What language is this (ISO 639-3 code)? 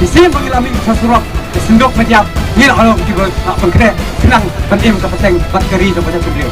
kha